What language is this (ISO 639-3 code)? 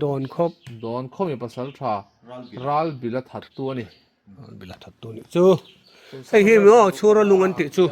lus